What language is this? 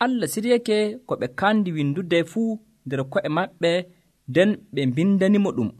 Nigerian Fulfulde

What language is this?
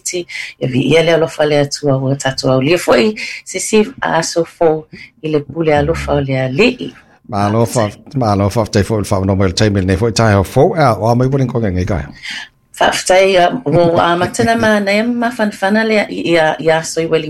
Samoan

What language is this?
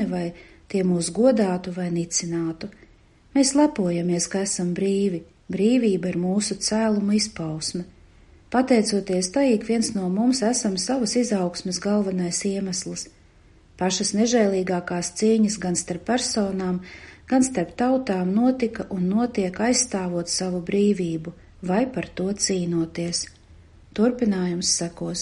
Latvian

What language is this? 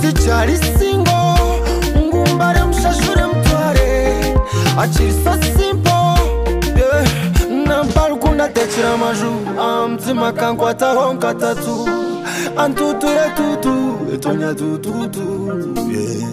Nyoro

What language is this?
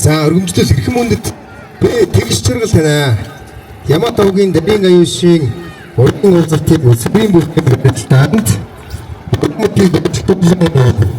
Mongolian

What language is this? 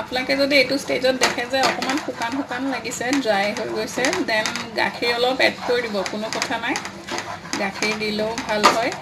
Assamese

